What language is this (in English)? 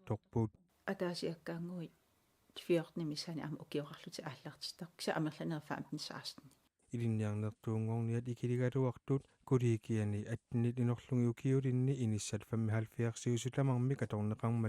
Kalaallisut